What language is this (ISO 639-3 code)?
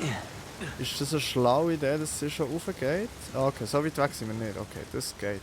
gsw